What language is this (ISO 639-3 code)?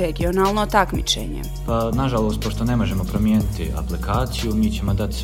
bos